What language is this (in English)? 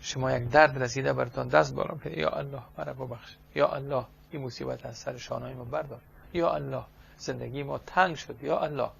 Persian